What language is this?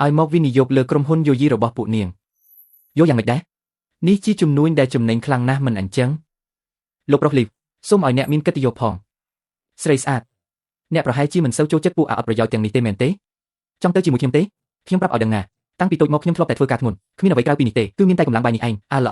Khmer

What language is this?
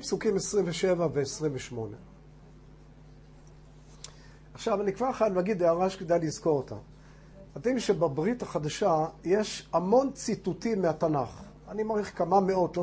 Hebrew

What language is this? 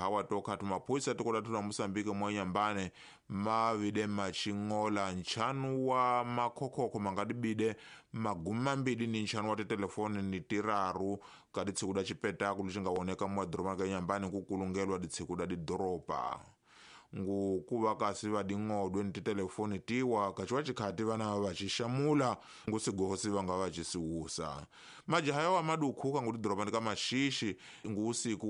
Tsonga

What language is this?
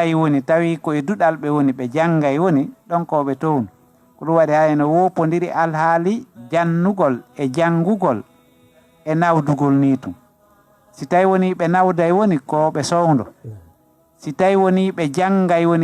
Fula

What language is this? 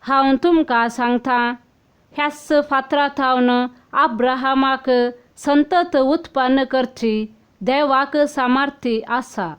Konkani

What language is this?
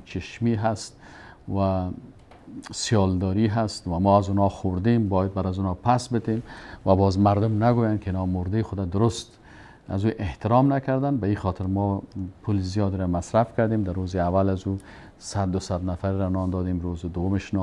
Persian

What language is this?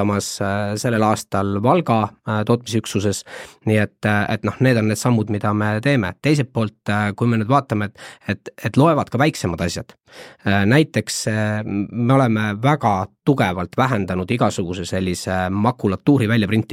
Estonian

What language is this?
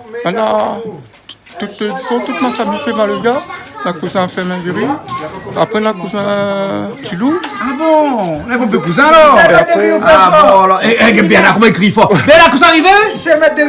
Réunion Creole French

